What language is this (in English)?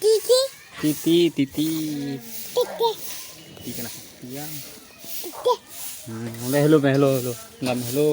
Santali